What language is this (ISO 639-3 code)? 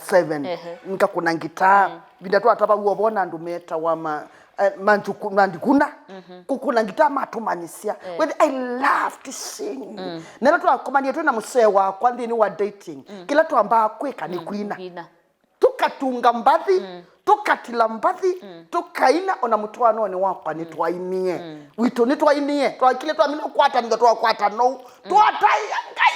kam